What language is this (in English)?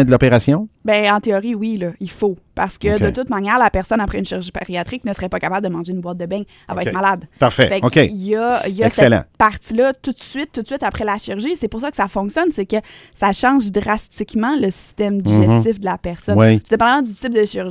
French